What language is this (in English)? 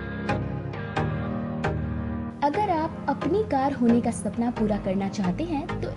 Hindi